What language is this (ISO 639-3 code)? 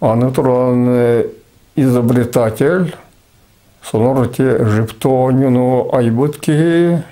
sah